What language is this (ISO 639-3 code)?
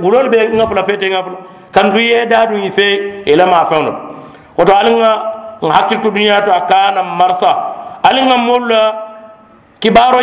man